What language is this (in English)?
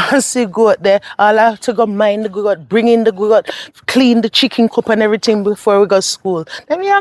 Jamaican Creole English